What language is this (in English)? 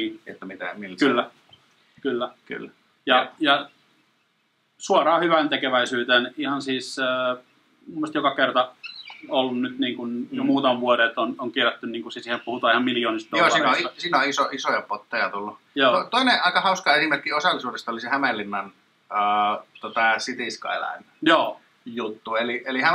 Finnish